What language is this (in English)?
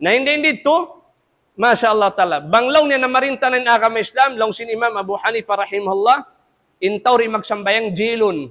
Tausug